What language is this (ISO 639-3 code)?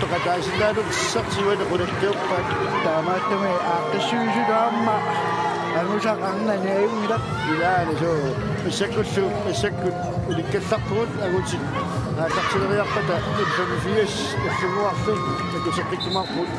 kal